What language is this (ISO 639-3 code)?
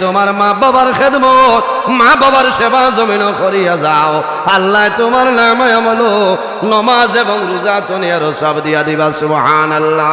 syl